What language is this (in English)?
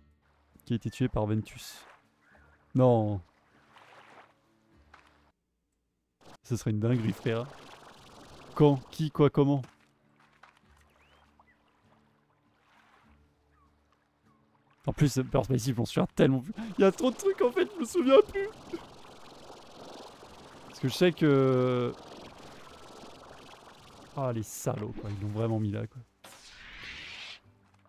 French